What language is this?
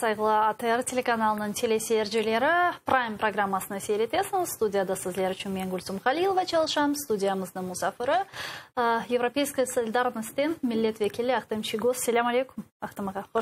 Crimean Tatar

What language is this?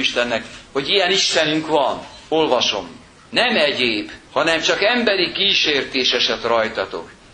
Hungarian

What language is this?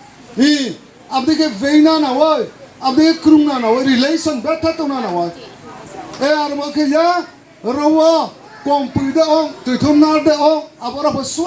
Riang (India)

